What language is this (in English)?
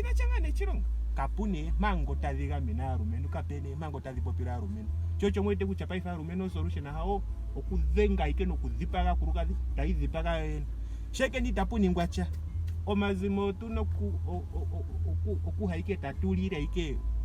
Ndonga